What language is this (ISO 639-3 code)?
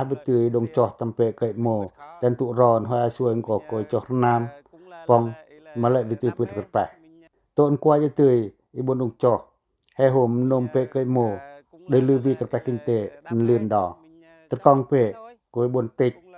pac